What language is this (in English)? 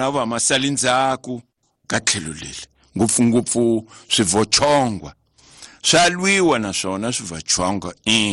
Tsonga